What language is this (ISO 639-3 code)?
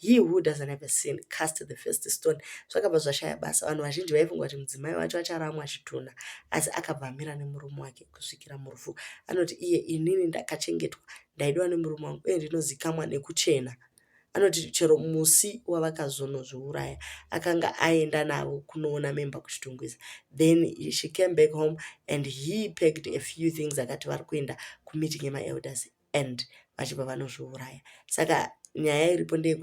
sna